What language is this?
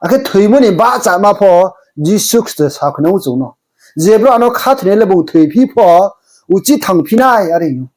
Riang (India)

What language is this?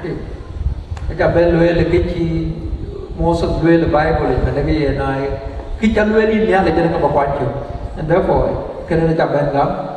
Dinka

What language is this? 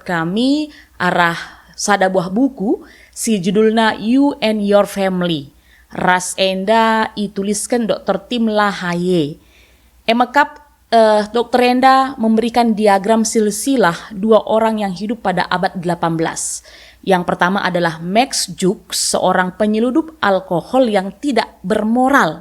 Batak Karo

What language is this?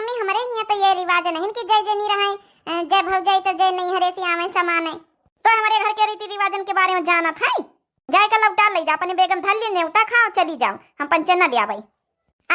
Awadhi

